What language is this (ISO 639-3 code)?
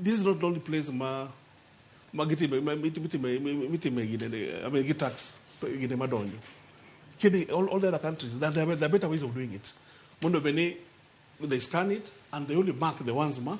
luo